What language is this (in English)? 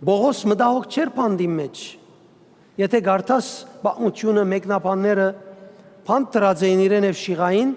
Western Armenian